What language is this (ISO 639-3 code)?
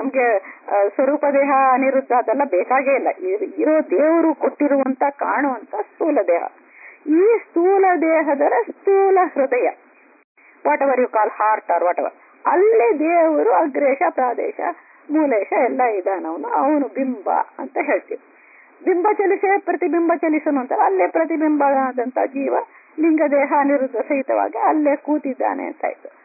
kan